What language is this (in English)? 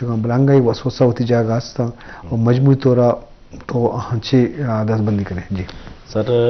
Eastern Balochi